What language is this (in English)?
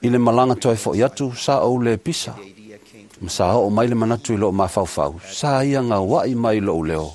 Samoan